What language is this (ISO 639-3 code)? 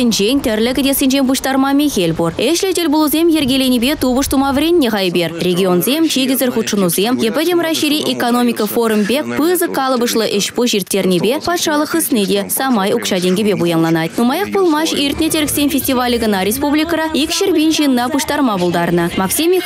chv